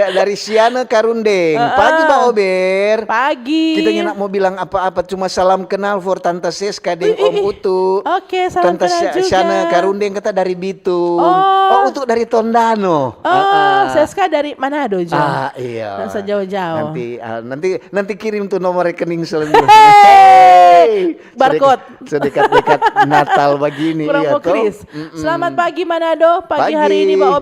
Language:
Manado Malay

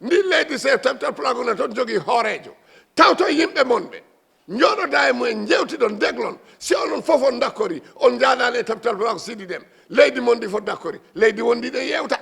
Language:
Fula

